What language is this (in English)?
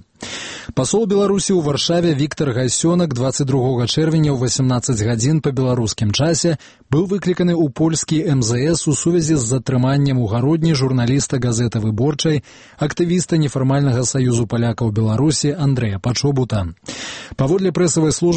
Belarusian